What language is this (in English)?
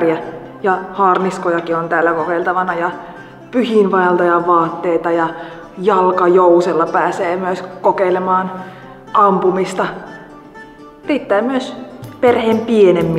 Finnish